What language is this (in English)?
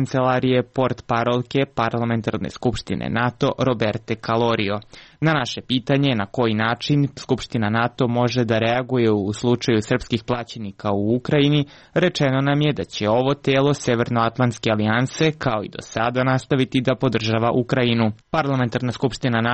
Serbian